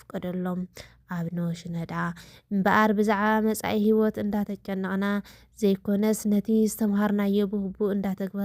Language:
Tigrinya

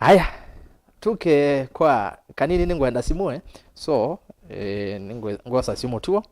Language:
Kamba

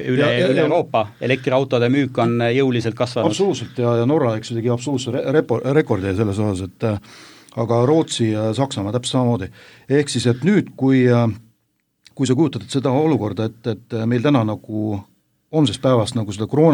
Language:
Estonian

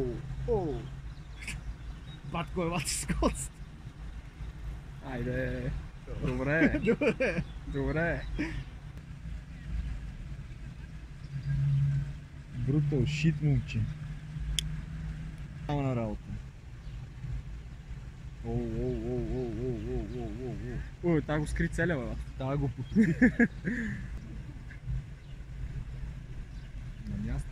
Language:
Bulgarian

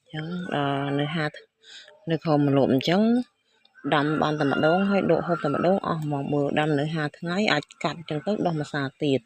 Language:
Khmer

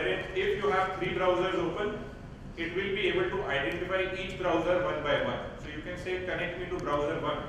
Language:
English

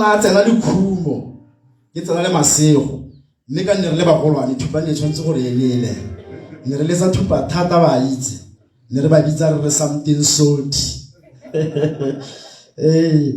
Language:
Tswana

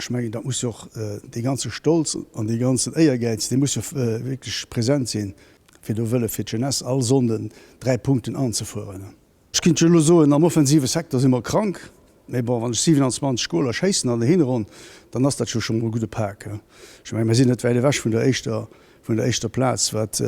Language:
Luxembourgish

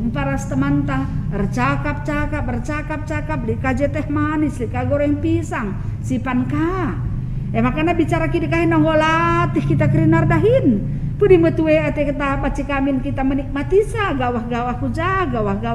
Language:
Batak Karo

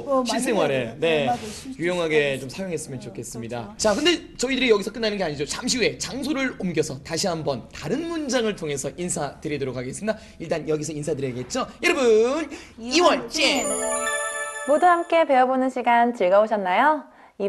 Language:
Korean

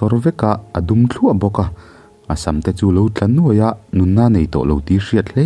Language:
Mizo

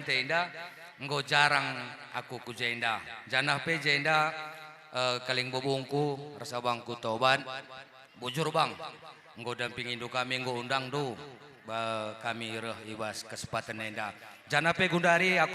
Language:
Batak Karo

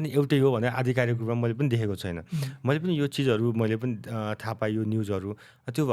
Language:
Nepali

